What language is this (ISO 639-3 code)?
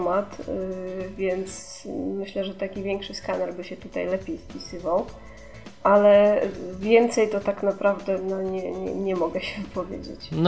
pol